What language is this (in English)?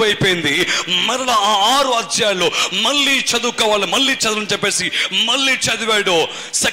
Telugu